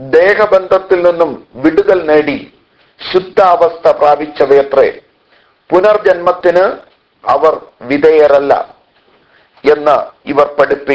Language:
Malayalam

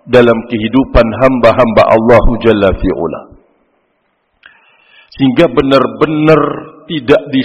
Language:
Indonesian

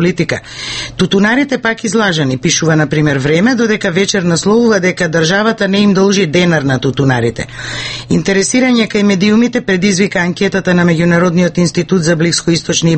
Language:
Macedonian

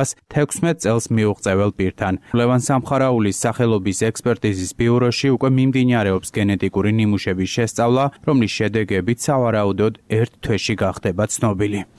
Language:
Georgian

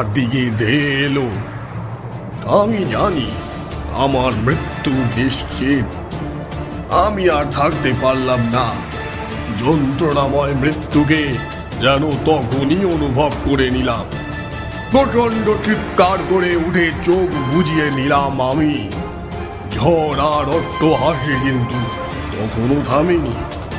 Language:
Bangla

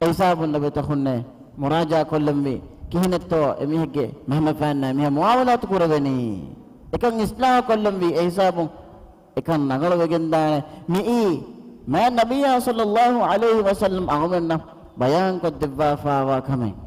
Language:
Divehi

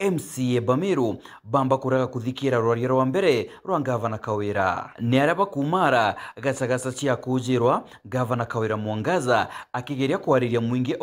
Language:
Meru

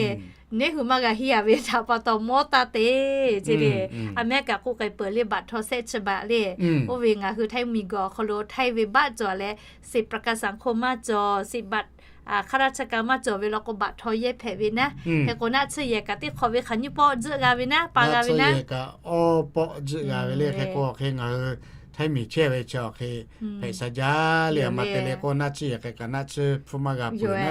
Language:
Lahu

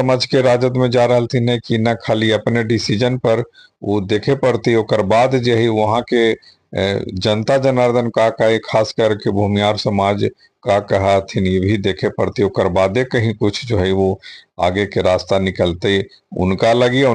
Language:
Magahi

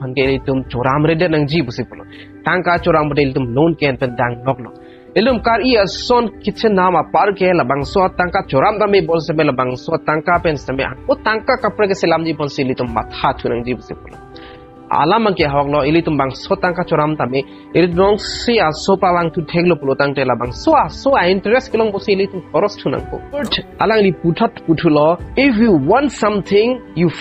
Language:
Karbi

